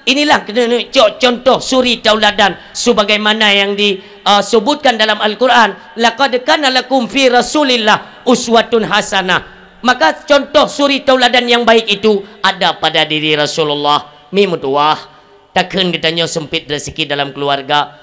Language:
Achinese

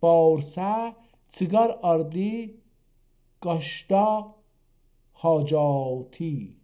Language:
South Azerbaijani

